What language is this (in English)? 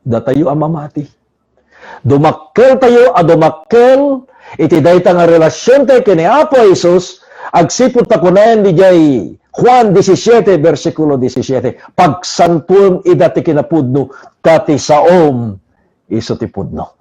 Iloko